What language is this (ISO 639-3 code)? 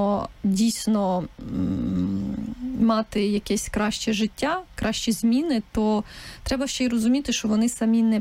ukr